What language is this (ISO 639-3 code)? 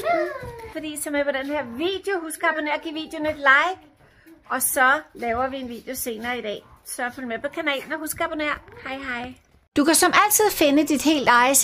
dan